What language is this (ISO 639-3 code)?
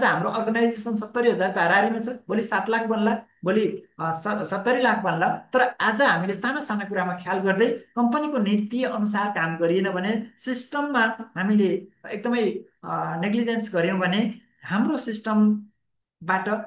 nep